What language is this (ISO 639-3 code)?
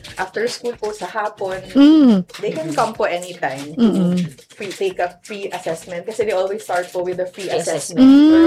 fil